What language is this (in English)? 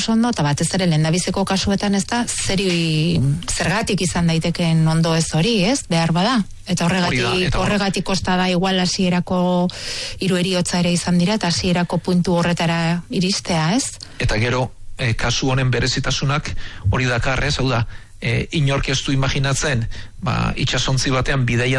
Basque